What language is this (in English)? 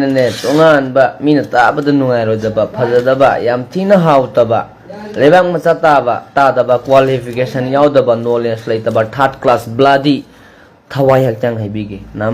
Manipuri